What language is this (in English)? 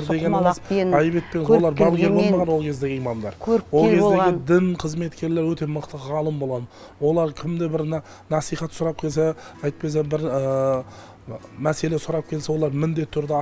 Kazakh